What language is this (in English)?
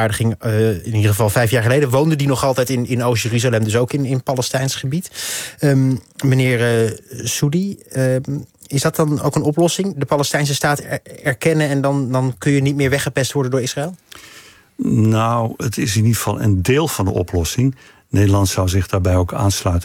Dutch